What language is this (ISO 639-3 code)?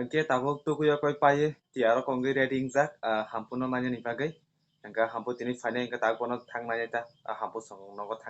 trp